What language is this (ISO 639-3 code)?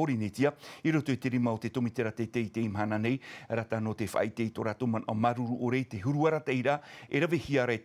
tah